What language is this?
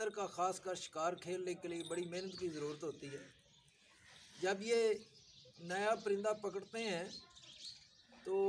Urdu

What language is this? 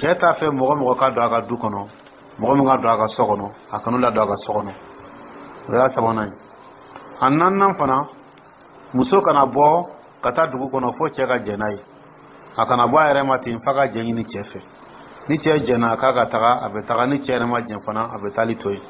Dyula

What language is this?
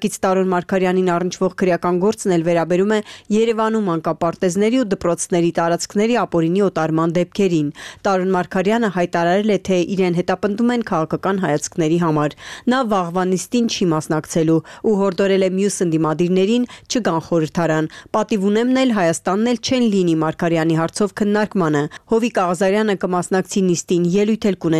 Armenian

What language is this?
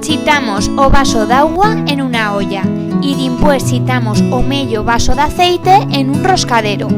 Aragonese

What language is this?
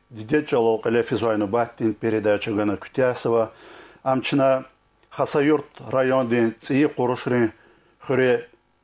Lezghian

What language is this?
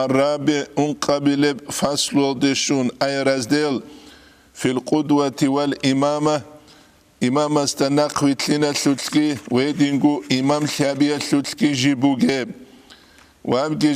Avaric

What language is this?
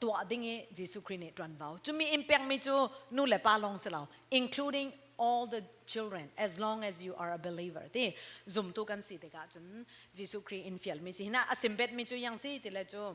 Falam Chin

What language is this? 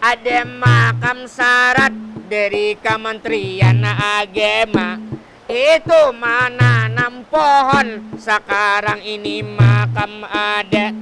Banjar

